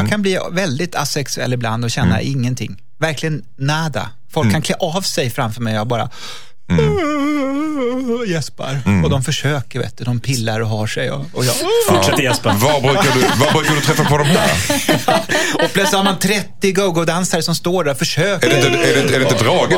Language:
Swedish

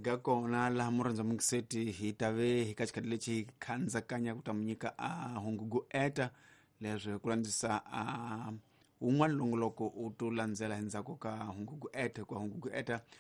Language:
Tsonga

